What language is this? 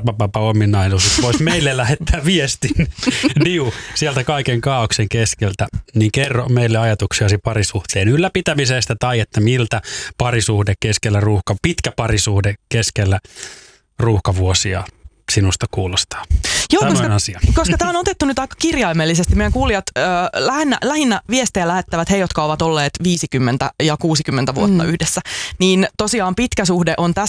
Finnish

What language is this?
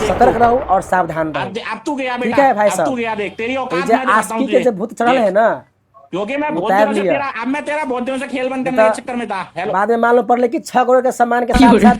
Maithili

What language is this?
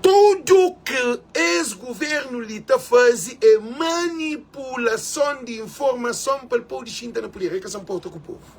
Kabuverdianu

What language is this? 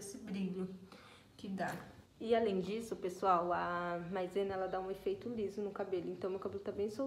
Portuguese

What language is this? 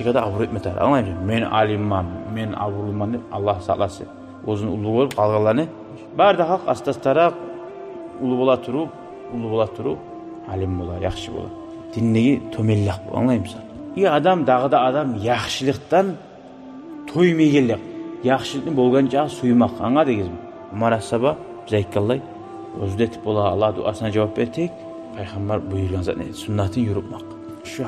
Kumyk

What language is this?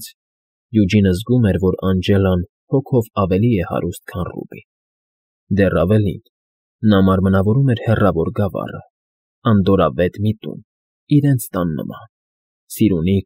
Armenian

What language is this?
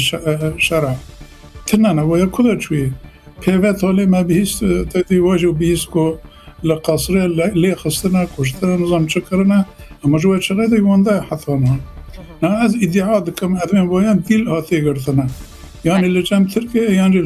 Kurdish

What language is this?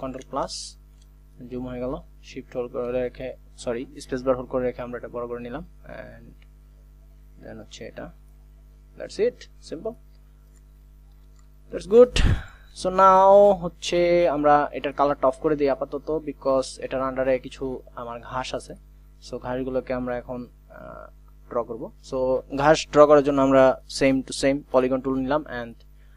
Bangla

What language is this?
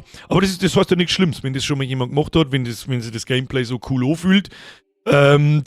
Bavarian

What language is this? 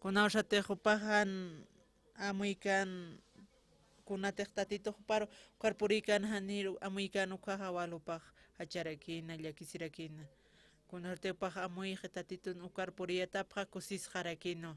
Aymara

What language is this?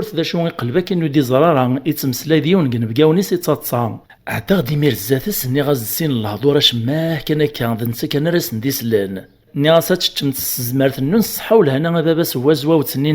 Kabyle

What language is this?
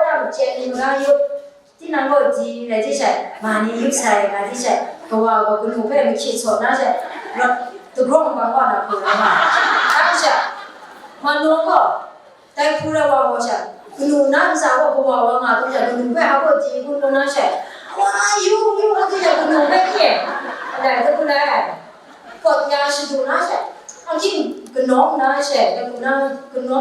Kachin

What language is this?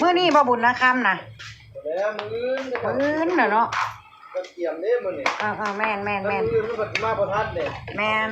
Northeastern Thai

